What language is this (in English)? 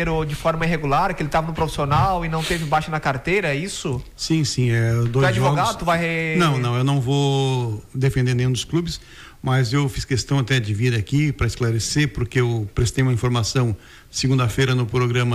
Portuguese